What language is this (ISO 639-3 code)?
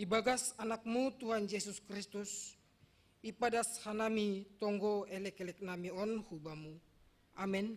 bts